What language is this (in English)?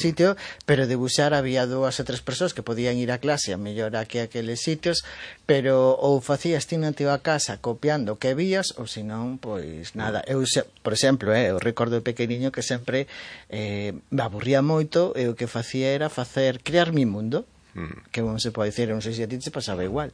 Galician